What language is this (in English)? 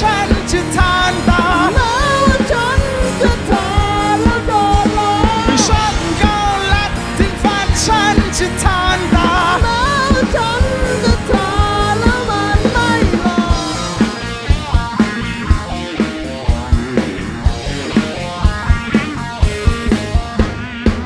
Thai